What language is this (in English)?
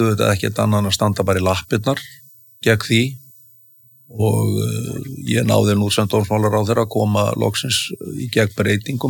Icelandic